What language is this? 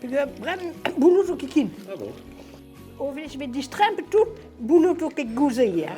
Breton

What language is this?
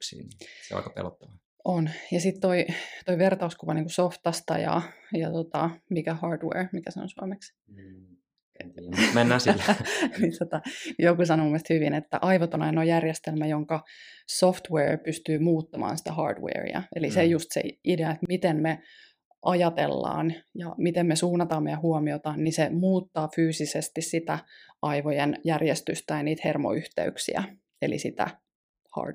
Finnish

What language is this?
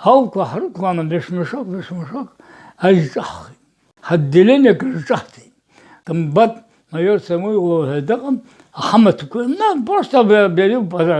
Abkhazian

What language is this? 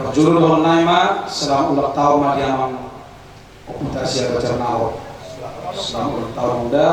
Batak Toba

